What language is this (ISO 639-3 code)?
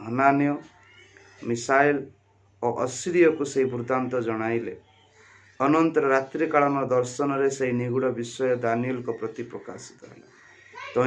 ori